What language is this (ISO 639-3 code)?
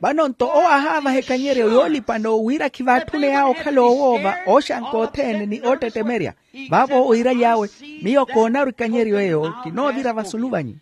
vmw